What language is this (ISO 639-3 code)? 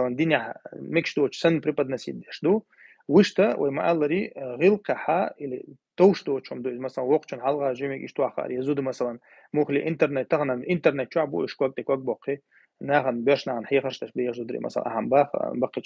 che